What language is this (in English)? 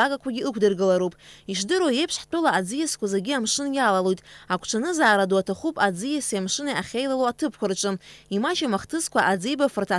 Abkhazian